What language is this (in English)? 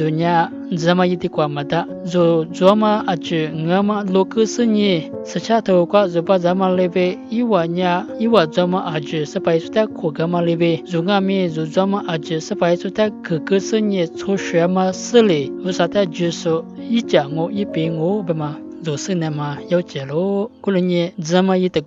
Lisu